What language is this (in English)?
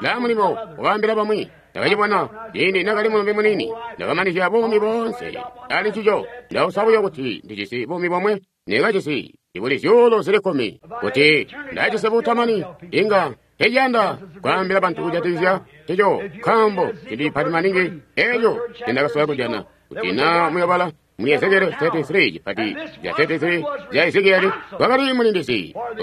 Tonga (Zambia)